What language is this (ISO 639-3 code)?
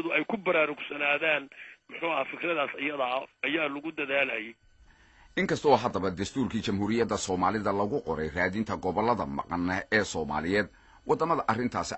som